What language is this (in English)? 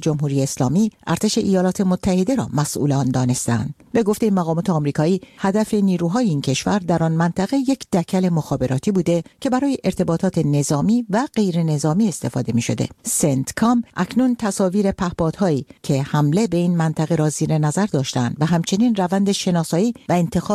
Persian